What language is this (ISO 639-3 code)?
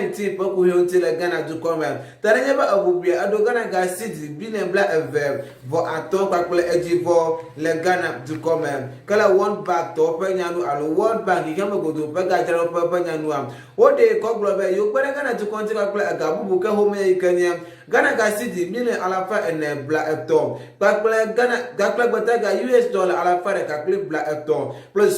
ewe